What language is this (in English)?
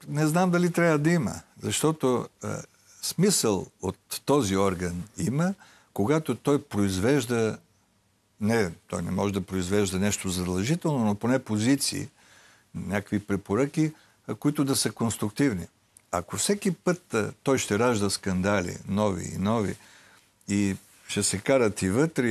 Bulgarian